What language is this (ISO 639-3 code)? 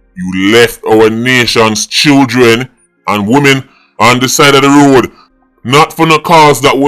jam